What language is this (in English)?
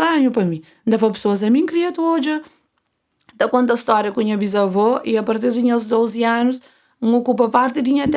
Kabuverdianu